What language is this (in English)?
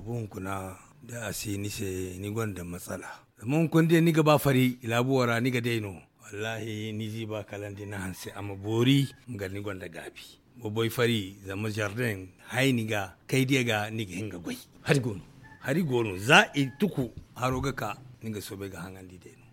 Zarma